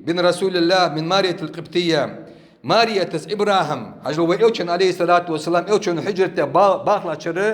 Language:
Ingush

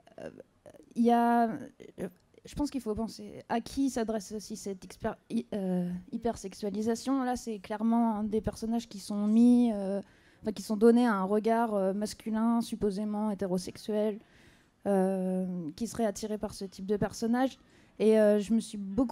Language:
French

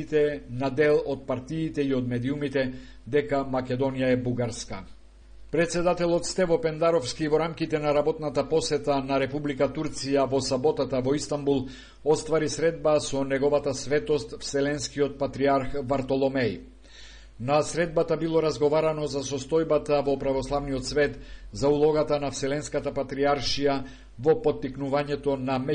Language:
Macedonian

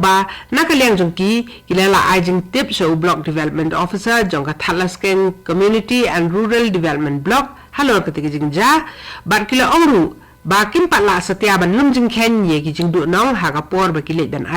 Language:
Khasi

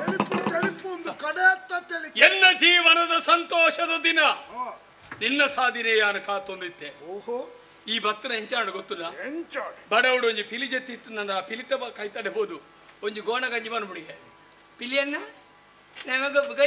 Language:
Tulu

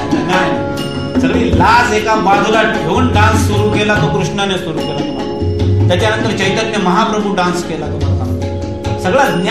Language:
Marathi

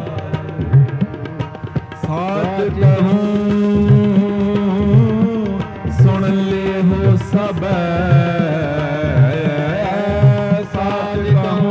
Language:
Punjabi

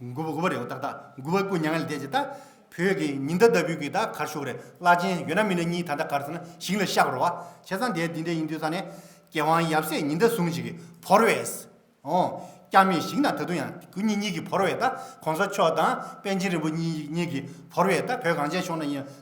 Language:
Tibetan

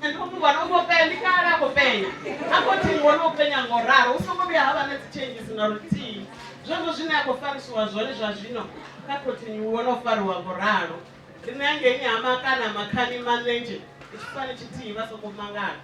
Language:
Venda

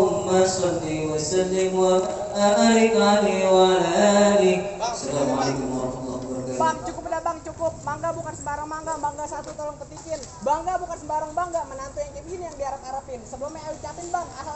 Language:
Betawi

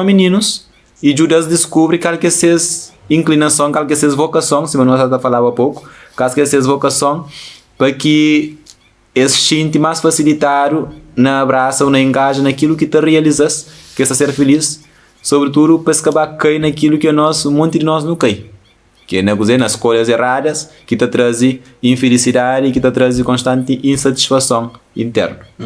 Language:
Kabuverdianu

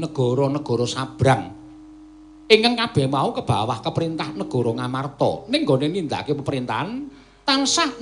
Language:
Javanese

